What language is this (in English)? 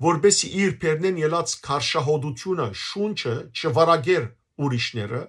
Western Armenian